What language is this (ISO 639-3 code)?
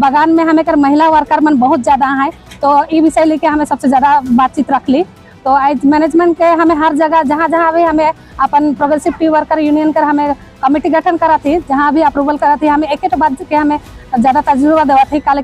sck